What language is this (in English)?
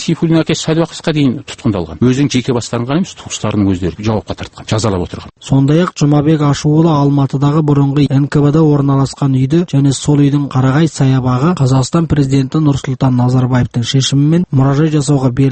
Kazakh